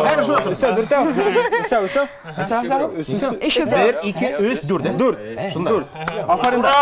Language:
Bashkir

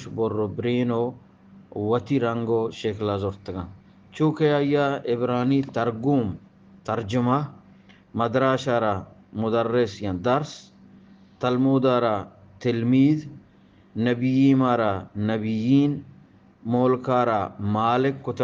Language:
Eastern Balochi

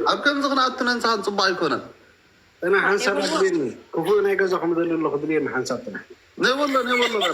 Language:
Tigrinya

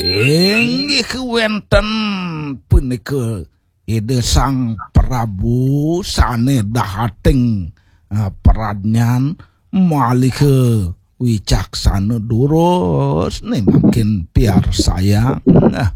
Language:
Balinese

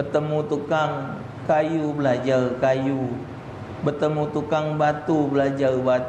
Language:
Musi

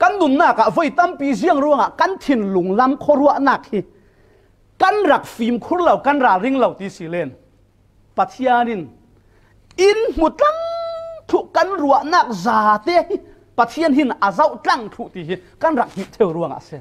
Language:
Falam Chin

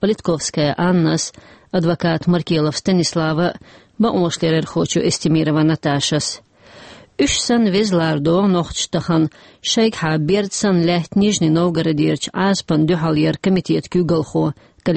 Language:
Chechen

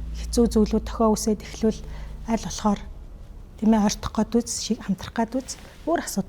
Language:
Mongolian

